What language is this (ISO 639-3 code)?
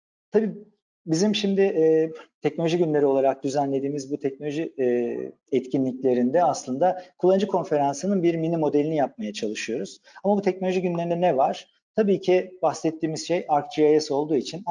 tur